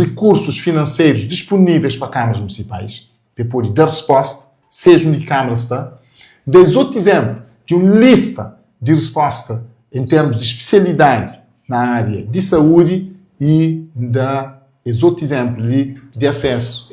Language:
Kabuverdianu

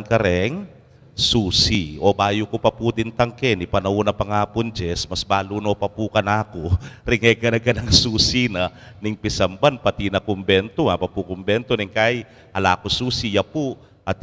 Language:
Pampanga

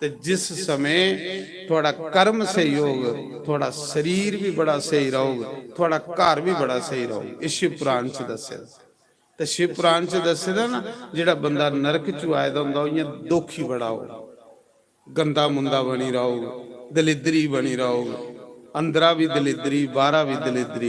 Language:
Dogri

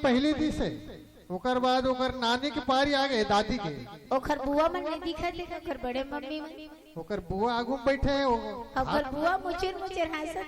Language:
Chhattisgarhi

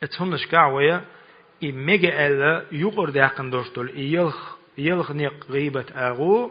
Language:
Chechen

